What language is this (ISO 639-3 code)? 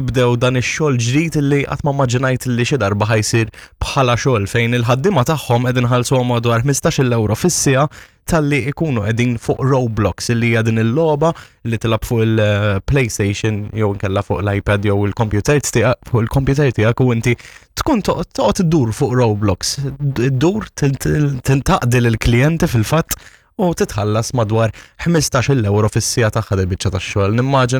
mlt